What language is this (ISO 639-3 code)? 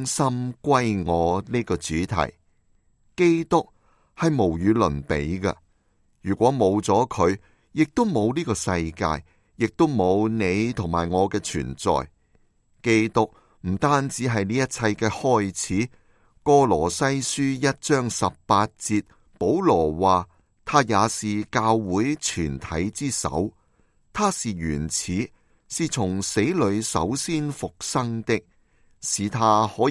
yue